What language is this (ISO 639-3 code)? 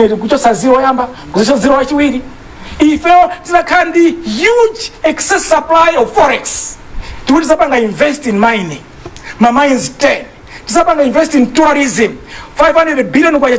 nya